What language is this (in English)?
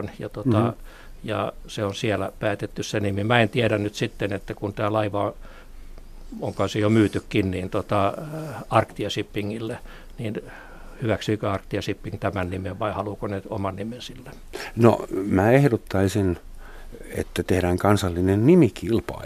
Finnish